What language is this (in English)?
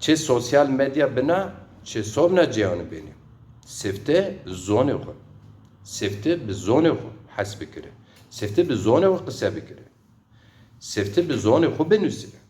Zaza